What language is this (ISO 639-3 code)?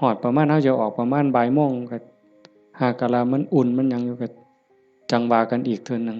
tts